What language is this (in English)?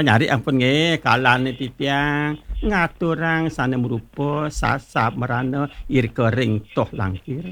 Balinese